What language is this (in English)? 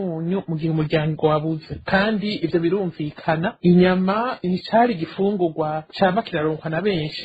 Rundi